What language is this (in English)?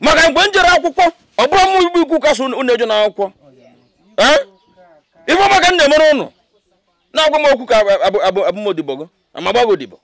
Igbo